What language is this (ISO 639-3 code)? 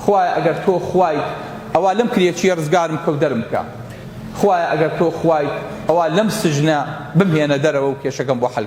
ckb